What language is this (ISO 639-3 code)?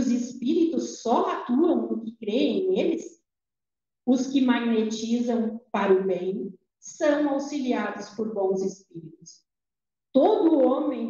por